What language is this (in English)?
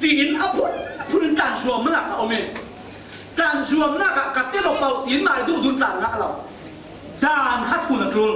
Falam Chin